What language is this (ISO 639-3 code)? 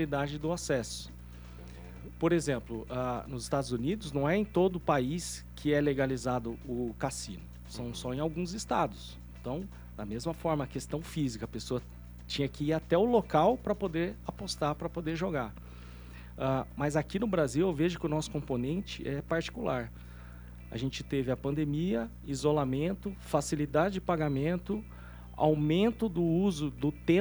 por